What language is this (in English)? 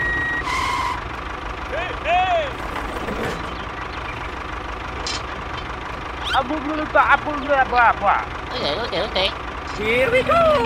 English